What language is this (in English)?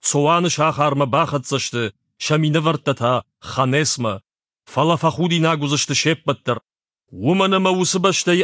Ossetic